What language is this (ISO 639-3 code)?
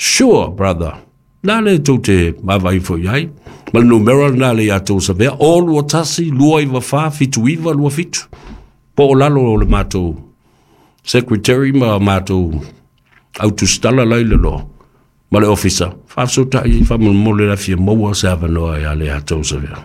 smo